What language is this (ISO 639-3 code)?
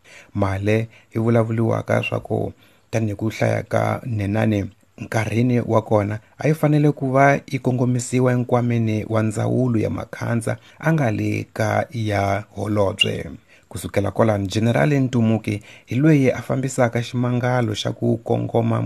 tso